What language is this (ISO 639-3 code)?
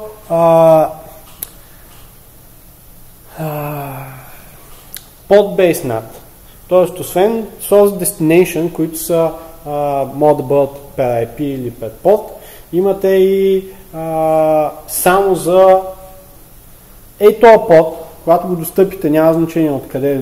bul